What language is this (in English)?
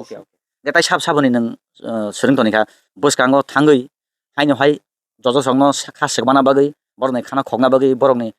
Kok Borok